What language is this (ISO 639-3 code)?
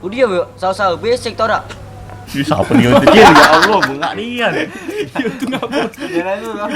mui